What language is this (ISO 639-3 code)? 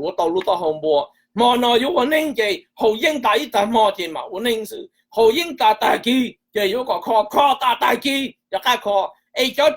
hmn